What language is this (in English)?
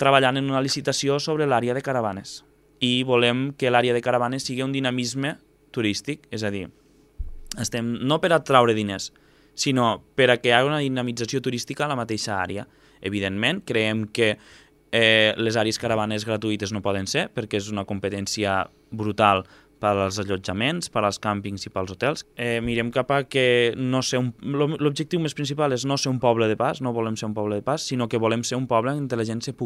Catalan